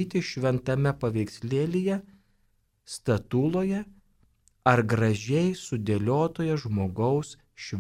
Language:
Lithuanian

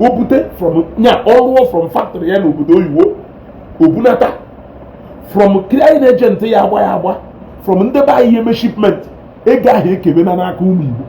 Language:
Igbo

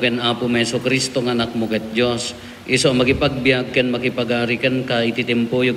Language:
Iloko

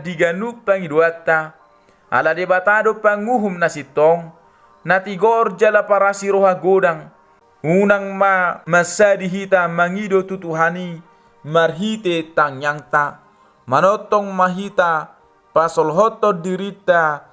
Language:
Batak Toba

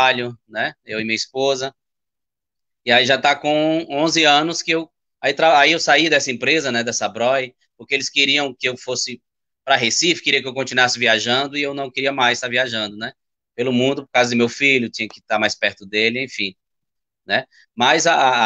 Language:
Portuguese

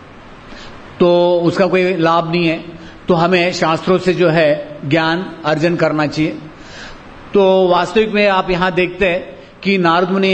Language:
Hindi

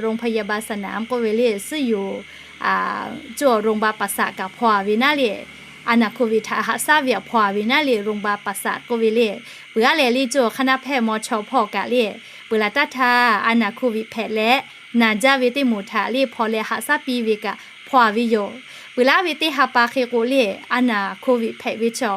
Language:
Lahu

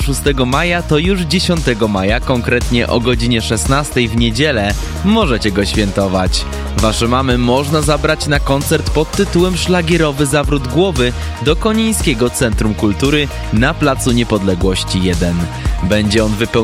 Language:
Polish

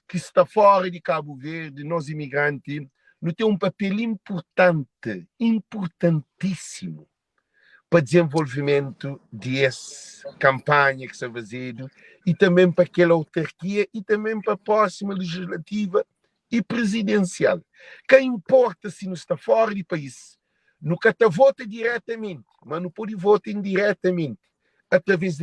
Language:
Kabuverdianu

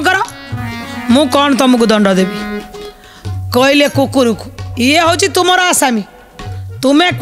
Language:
Odia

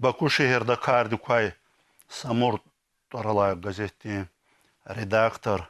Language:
Lezghian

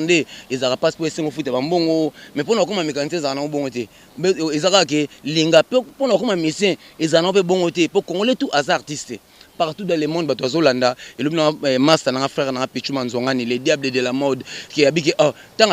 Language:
Lingala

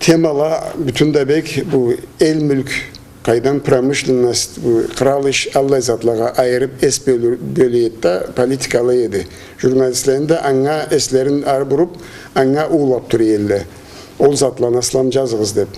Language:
Karachay-Balkar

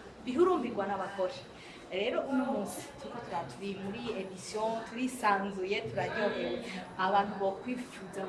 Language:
Rundi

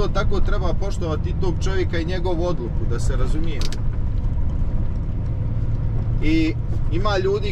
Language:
Croatian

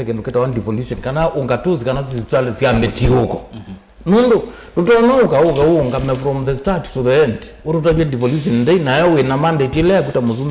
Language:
Kamba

